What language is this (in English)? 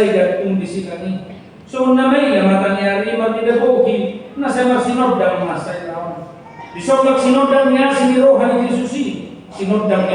Batak Toba